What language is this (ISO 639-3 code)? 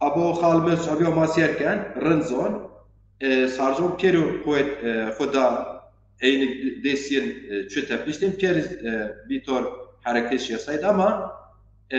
zza